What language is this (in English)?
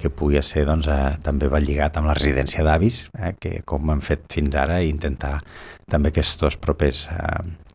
Catalan